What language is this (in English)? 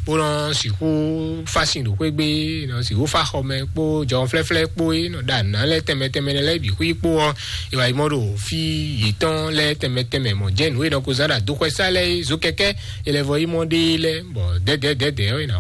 Fon